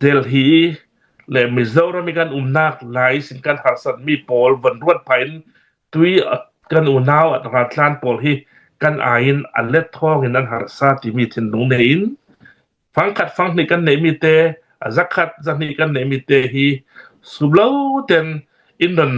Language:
Hakha Chin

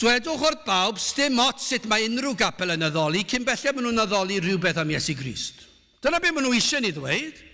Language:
Welsh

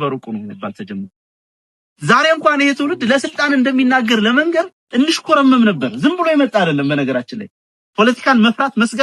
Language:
Amharic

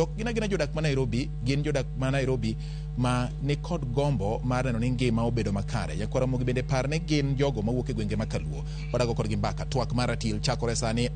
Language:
Luo (Kenya and Tanzania)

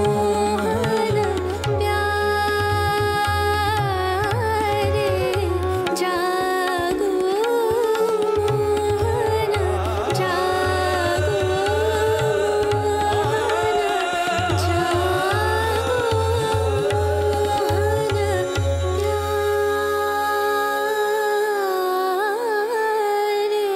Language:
Bangla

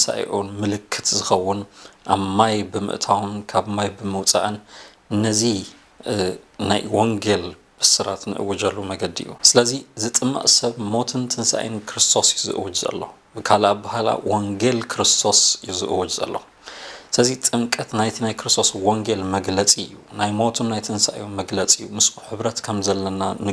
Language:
Tigrinya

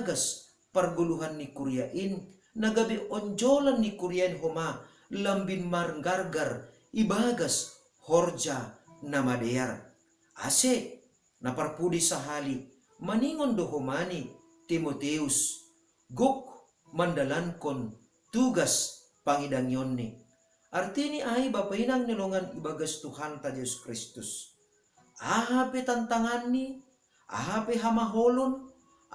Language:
Batak Simalungun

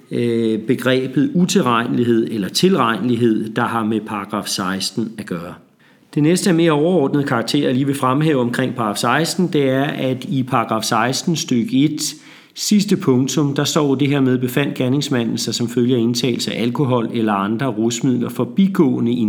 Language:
Danish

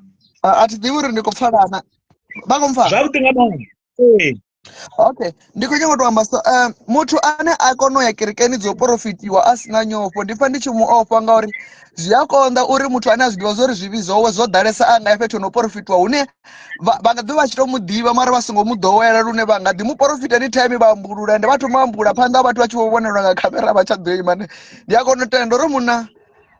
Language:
Venda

